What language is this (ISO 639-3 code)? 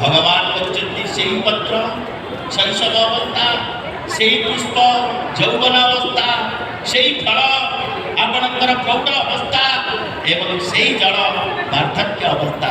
ori